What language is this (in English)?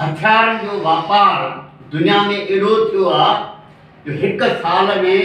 Sindhi